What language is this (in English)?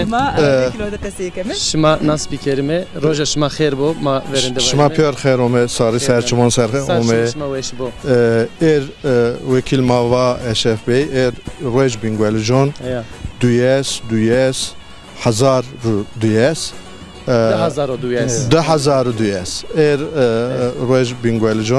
Zaza